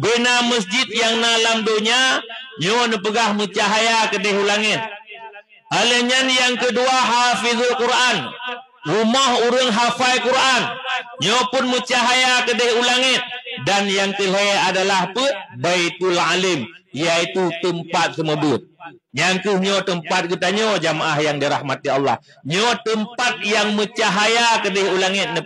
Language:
Achinese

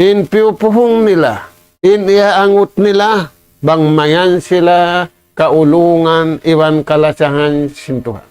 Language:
Tausug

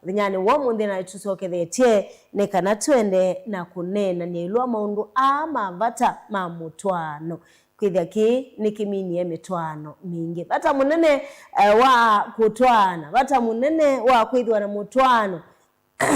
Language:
Kamba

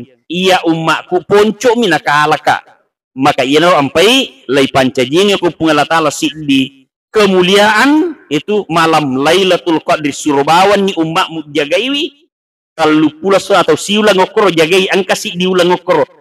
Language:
Buginese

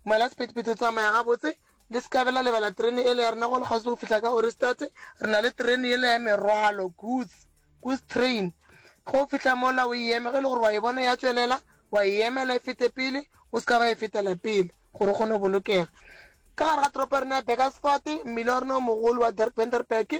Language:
Northern Sotho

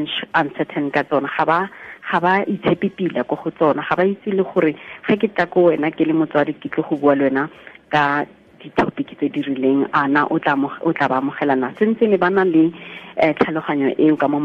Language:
Tswana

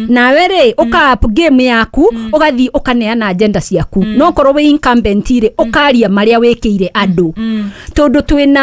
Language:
Kikuyu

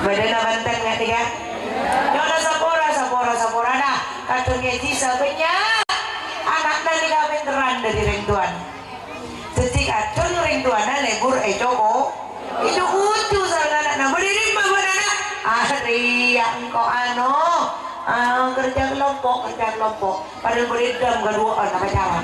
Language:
Madurese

